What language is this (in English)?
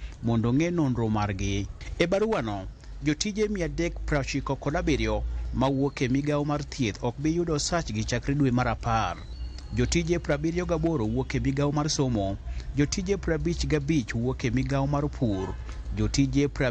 Luo (Kenya and Tanzania)